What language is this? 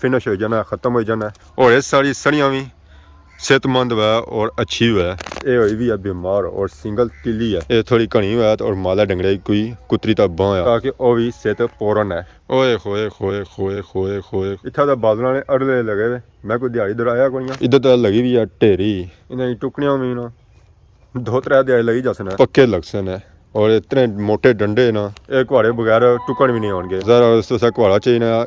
Pahari-Potwari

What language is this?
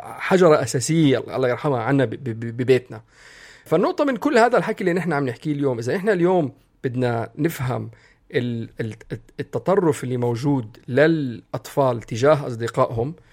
North Levantine Arabic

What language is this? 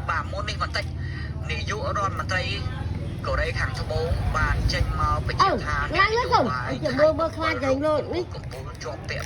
Khmer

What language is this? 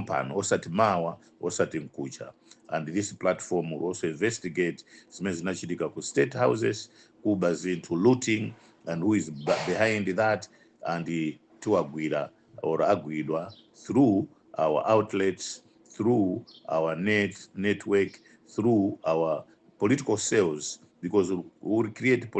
Nyanja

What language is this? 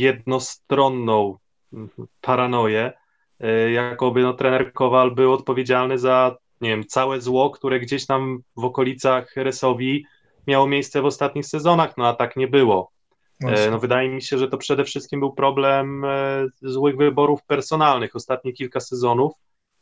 Polish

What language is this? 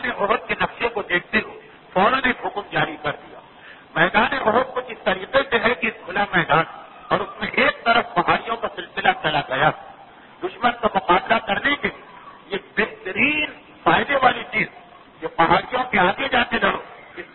Urdu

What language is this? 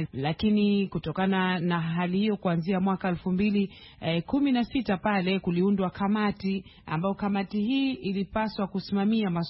Swahili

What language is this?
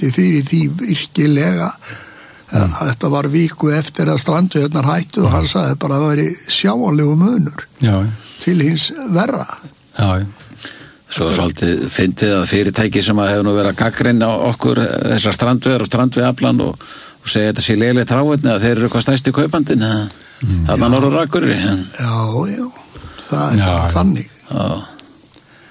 Icelandic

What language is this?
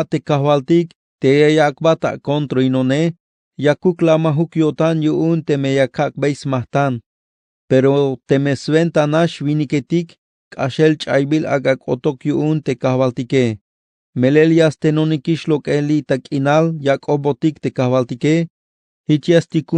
Tzeltal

